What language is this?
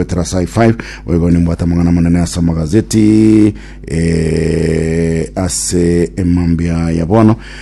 Gusii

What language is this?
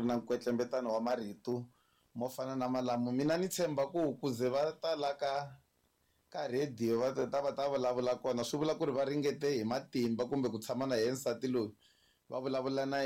Tsonga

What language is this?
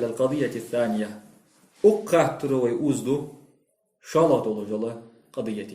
Ingush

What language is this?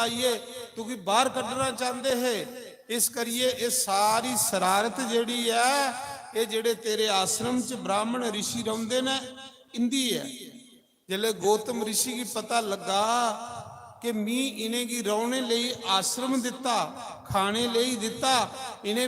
Dogri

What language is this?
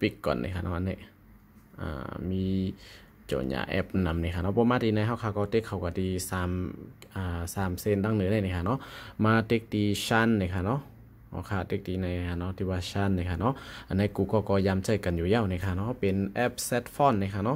Shan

